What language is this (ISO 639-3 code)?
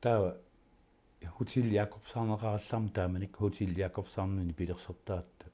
kal